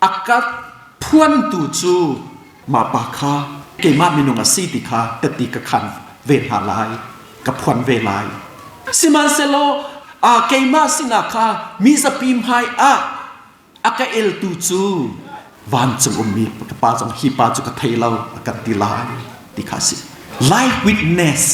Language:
Hakha Chin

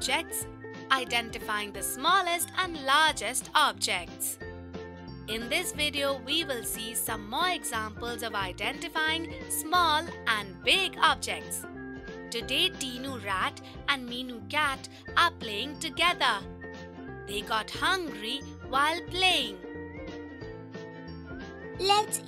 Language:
English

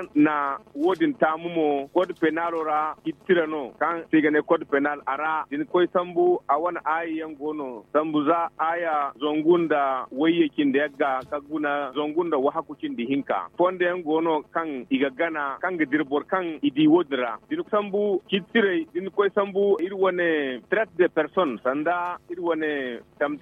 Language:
Zarma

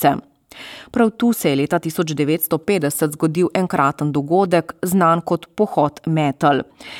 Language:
Slovenian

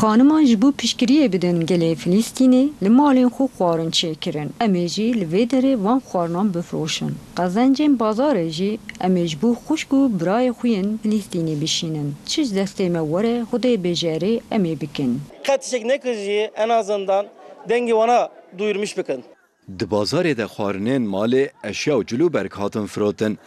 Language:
Kurdish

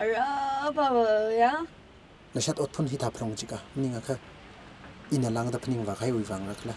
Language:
Tangkhul Naga (India)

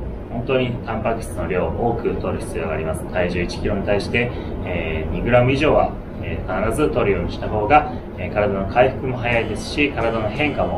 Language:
Japanese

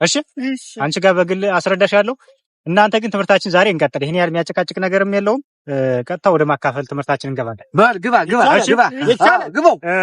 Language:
Amharic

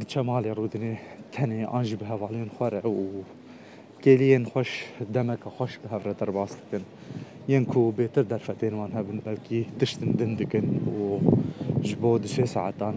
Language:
Kurdish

